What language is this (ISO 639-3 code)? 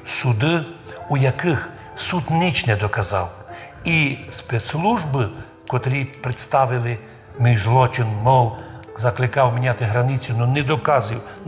rue